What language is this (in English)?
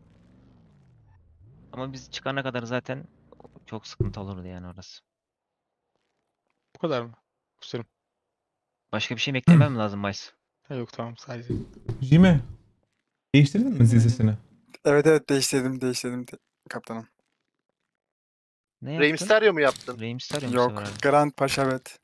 Turkish